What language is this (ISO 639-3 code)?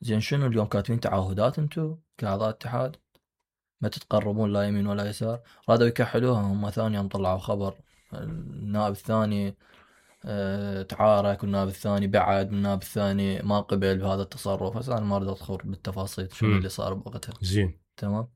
acm